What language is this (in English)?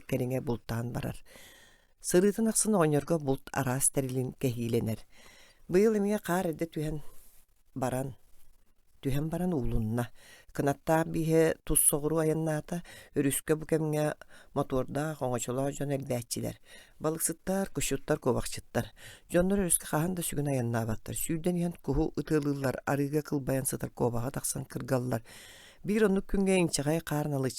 Yakut